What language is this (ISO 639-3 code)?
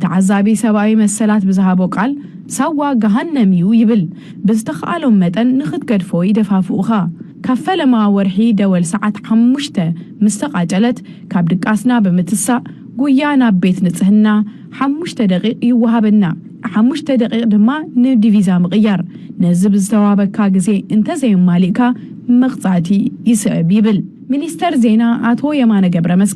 tir